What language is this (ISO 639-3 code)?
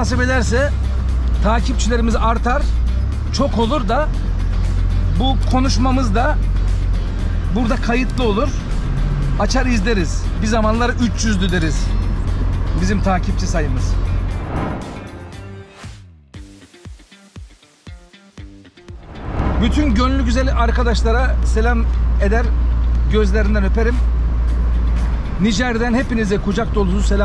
tur